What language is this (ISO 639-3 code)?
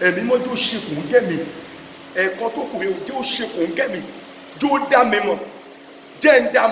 yor